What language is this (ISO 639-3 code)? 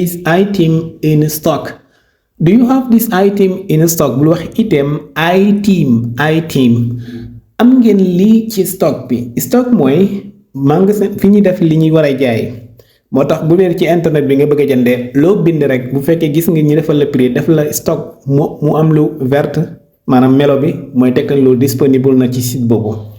wol